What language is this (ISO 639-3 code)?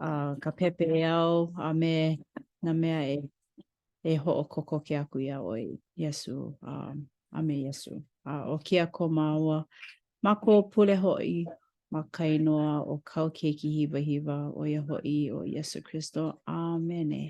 haw